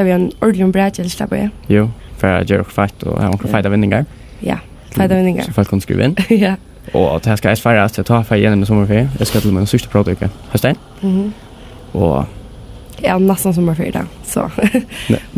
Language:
Faroese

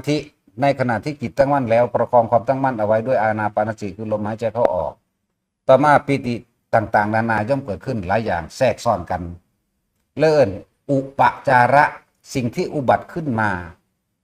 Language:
Northeastern Thai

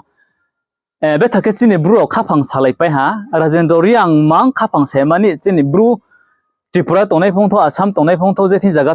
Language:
Riang (India)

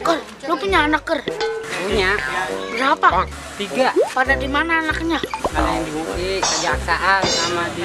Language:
Betawi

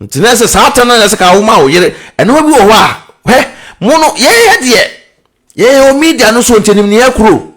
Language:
Akan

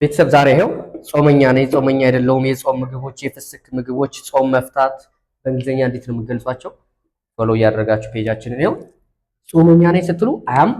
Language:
Amharic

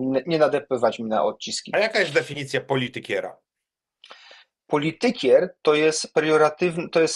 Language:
Polish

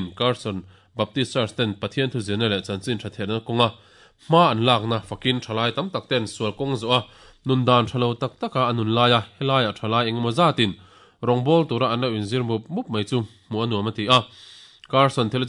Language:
Mizo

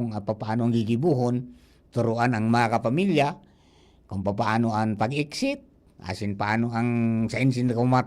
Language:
Bikol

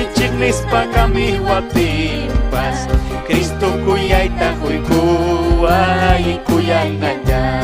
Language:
Ayacucho Quechua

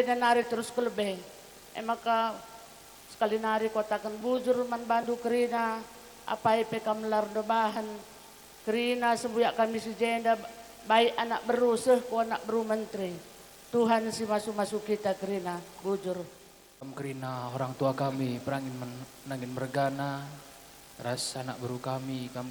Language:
Batak Karo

